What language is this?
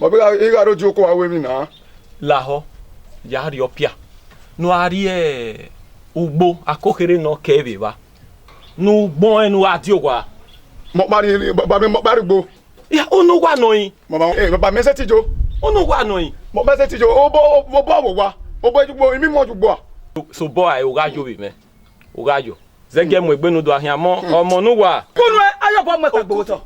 Bini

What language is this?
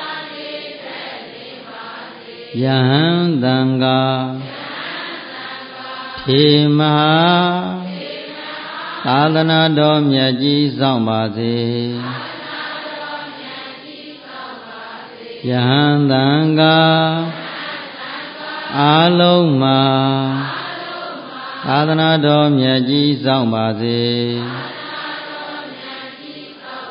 Burmese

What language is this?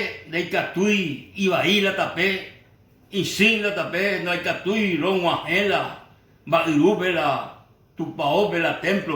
Guarani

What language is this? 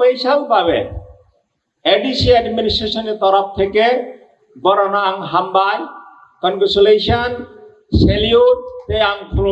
Kok Borok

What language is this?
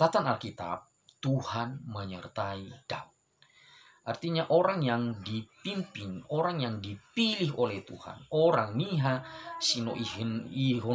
Nias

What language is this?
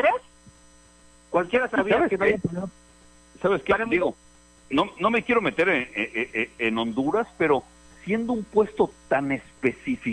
Spanish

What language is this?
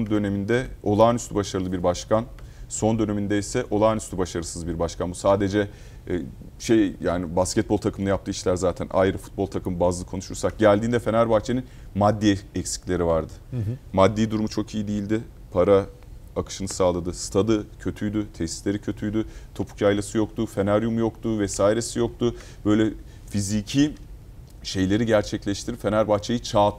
Turkish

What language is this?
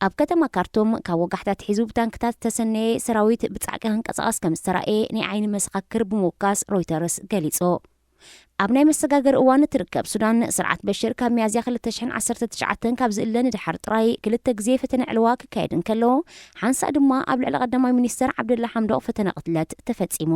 Tigrinya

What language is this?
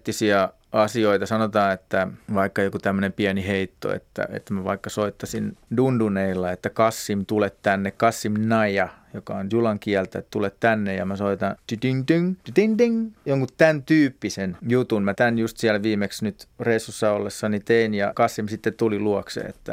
Finnish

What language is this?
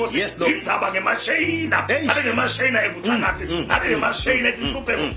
Zulu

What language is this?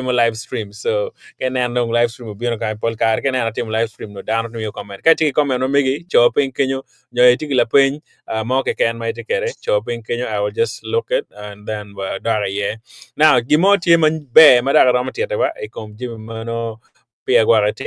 Acoli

